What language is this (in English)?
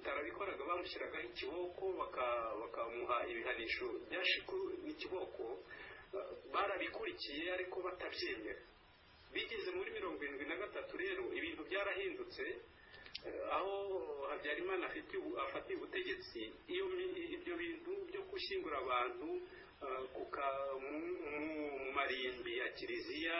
Kinyarwanda